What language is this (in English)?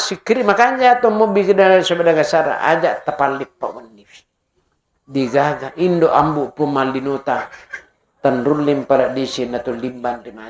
Buginese